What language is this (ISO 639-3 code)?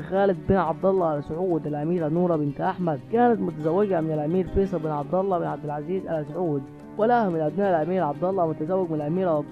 ara